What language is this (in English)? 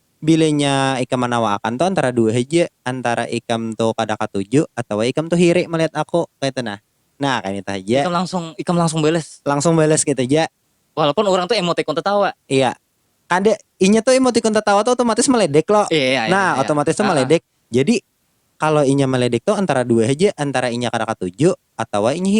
Banjar